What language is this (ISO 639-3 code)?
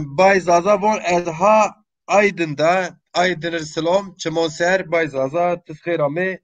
zza